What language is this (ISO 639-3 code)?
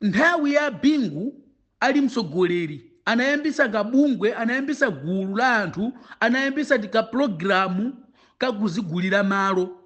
nya